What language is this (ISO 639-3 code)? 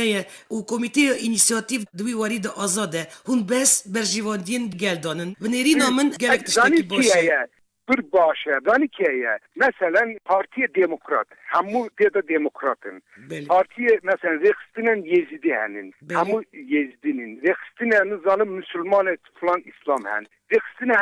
kur